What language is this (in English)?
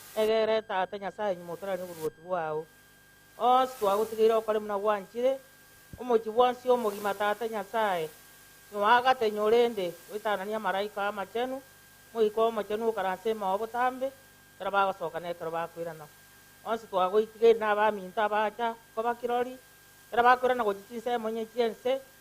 Gusii